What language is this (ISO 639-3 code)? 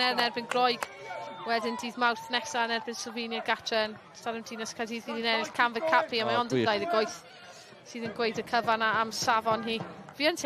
cym